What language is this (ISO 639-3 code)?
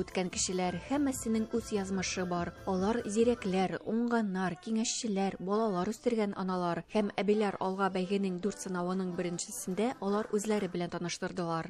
tat